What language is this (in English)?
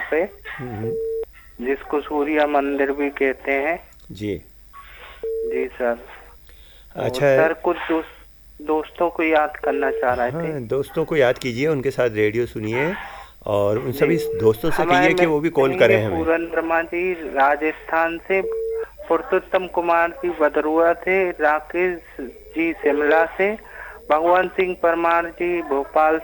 Hindi